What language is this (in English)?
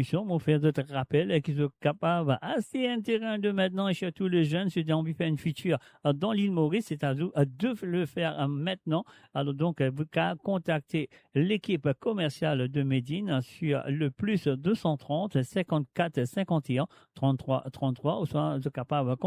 Morisyen